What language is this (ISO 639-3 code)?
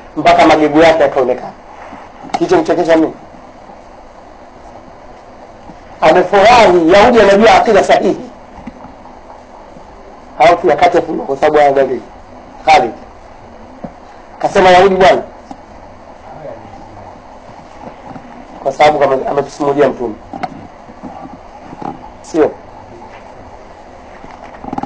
swa